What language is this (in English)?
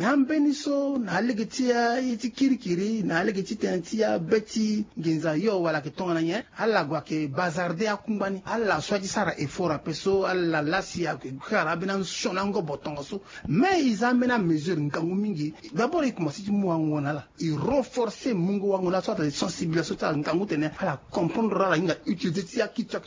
Sango